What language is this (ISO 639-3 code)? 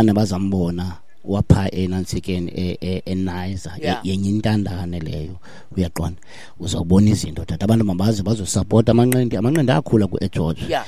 xho